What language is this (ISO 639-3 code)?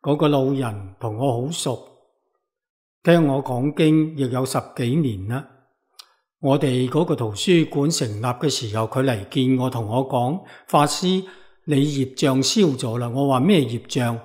yue